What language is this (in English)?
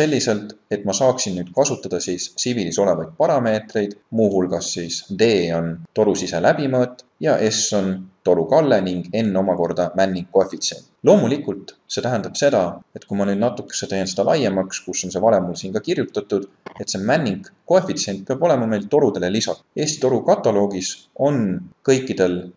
Estonian